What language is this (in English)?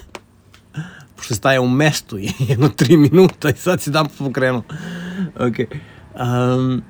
Serbian